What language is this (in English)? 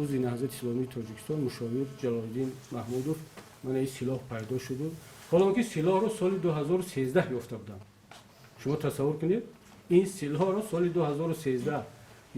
Tajik